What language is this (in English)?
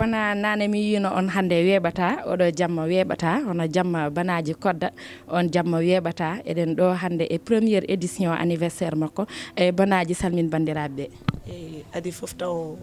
Fula